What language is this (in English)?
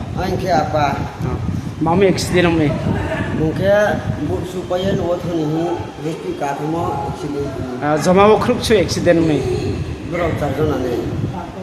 Riang (India)